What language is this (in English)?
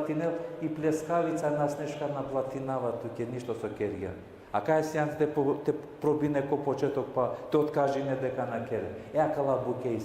Balkan Romani